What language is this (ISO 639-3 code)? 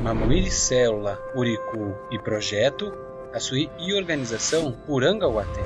yrl